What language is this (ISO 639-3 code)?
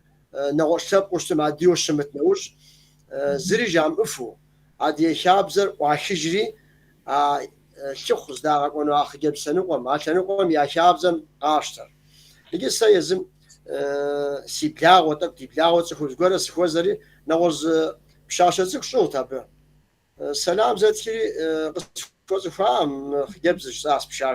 kbd